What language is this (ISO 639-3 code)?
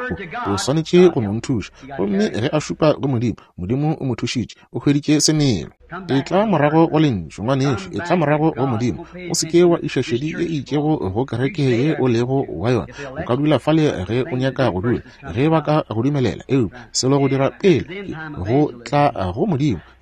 nso